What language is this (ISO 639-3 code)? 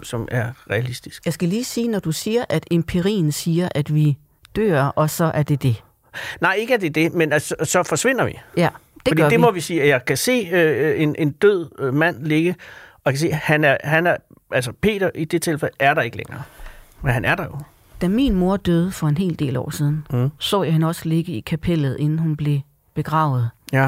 dan